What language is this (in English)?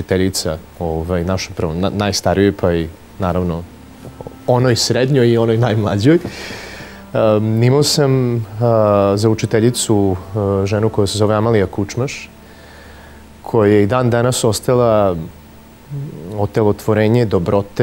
Serbian